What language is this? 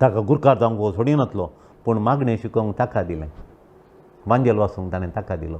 Konkani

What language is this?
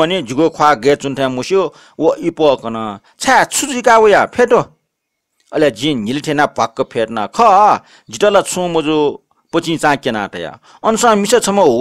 Newari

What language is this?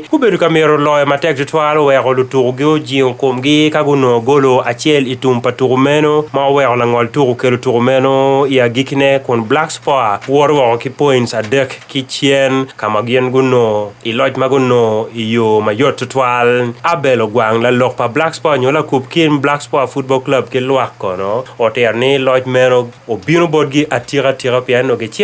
Acoli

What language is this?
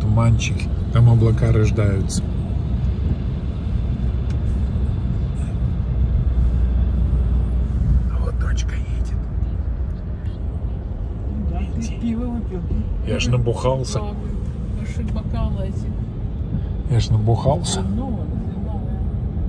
Russian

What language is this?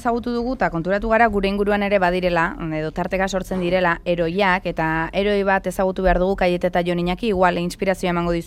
Basque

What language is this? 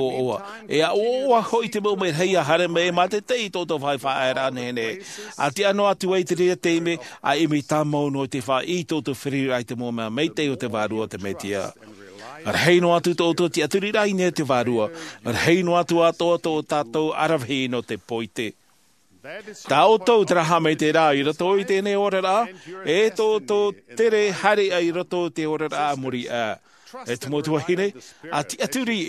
Tahitian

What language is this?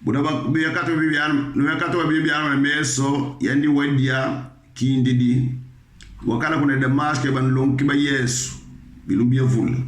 Kongo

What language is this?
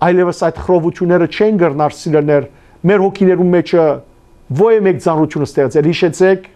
Western Armenian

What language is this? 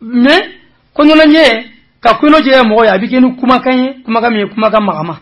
Bambara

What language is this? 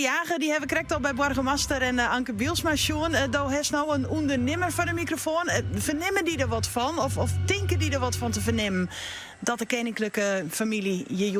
Western Frisian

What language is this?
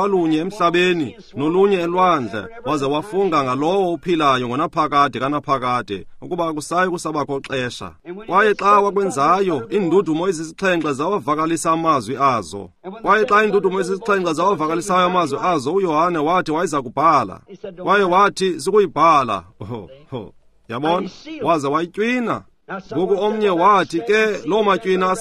Xhosa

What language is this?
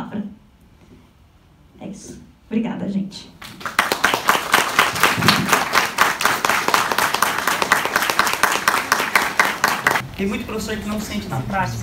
Portuguese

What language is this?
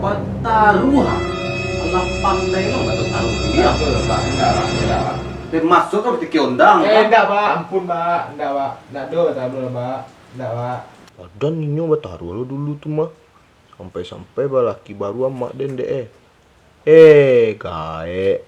Minangkabau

